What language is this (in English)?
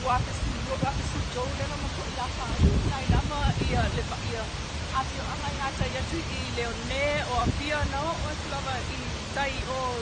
Samoan